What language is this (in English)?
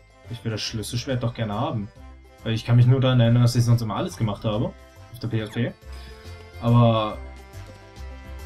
German